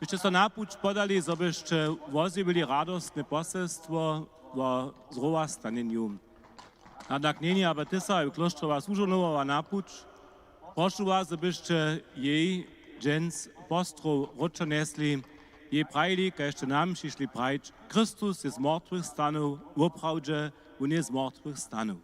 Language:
Upper Sorbian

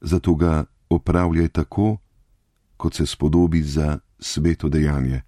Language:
Slovenian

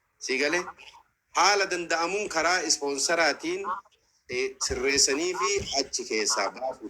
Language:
Oromo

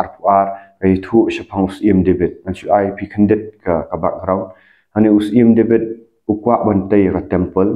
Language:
Khasi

